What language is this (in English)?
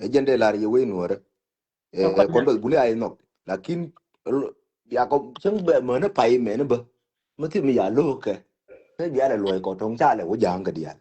Nuer